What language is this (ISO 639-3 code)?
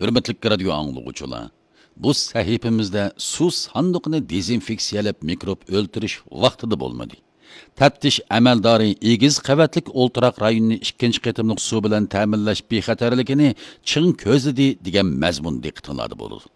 uig